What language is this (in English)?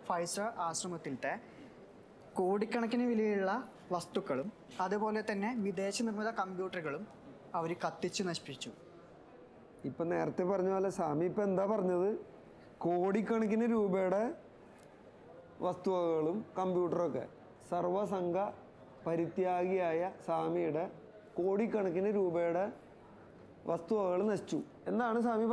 Malayalam